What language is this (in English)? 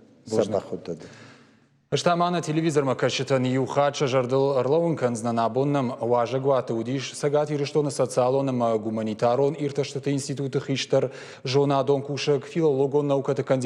Ossetic